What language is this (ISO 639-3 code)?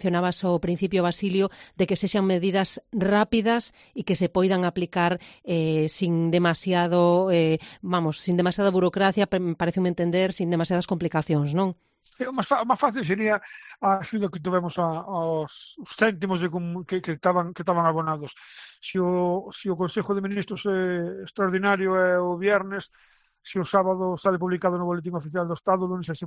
glg